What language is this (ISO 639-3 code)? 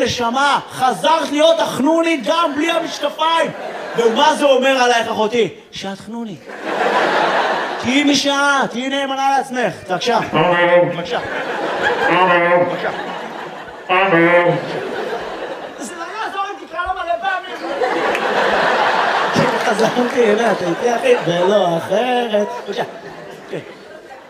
heb